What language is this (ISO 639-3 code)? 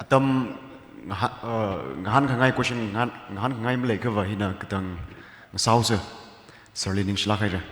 nmf